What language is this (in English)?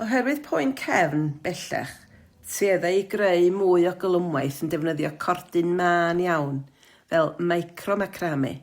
Welsh